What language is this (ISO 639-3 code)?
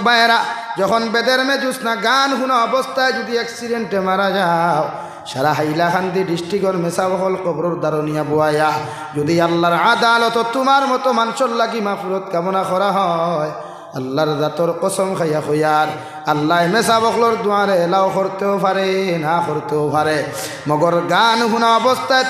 syl